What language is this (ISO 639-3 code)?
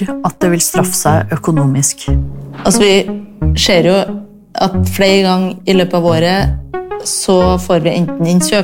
nor